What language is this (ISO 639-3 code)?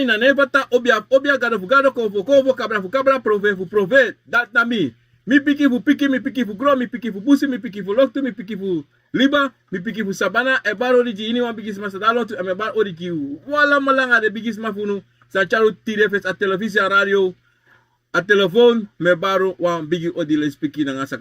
srn